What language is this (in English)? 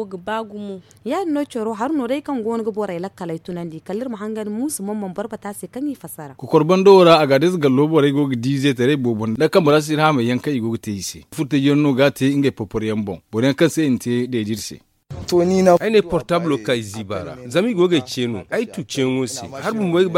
Zarma